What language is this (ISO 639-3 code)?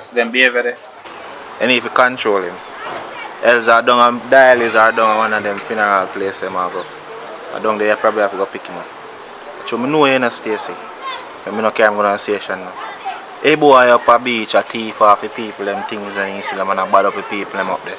jam